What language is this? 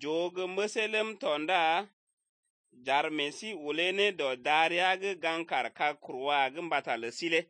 Slovenian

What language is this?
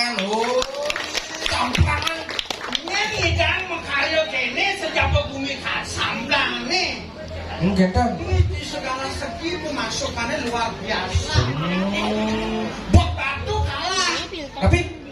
Balinese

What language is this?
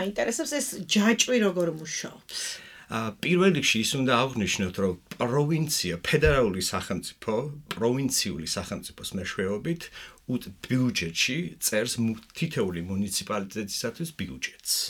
Georgian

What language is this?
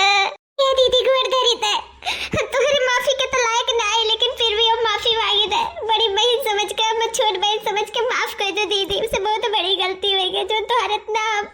Awadhi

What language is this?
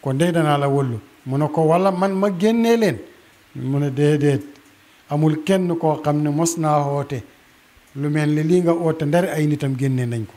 Wolof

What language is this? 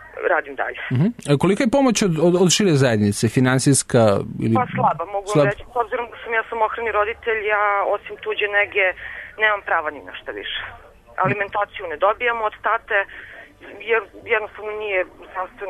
Serbian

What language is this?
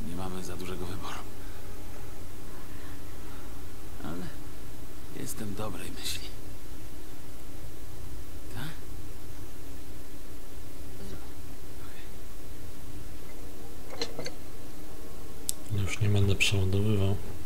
Polish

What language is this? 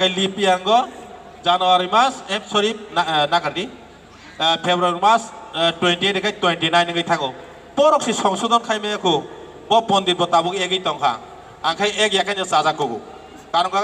Kok Borok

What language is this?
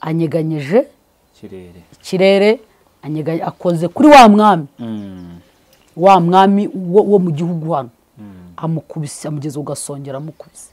Kinyarwanda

